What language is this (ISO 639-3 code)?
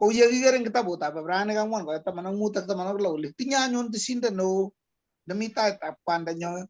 kln